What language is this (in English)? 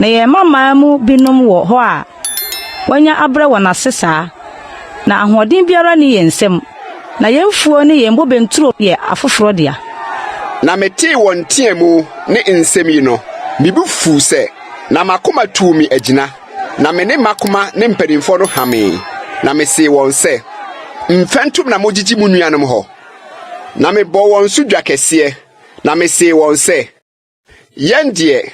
Akan